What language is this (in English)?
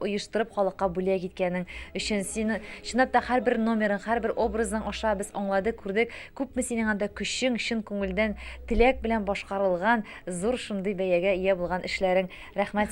Tatar